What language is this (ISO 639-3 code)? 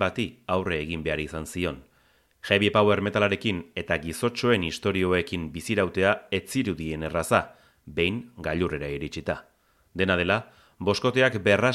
eus